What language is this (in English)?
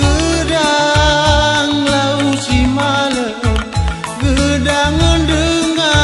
Batak Karo